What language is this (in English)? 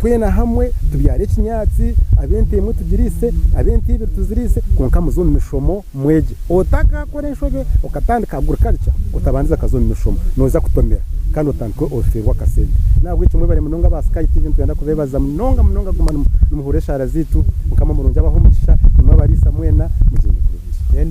Nyankole